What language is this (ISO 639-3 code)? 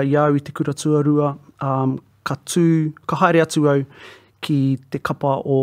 mri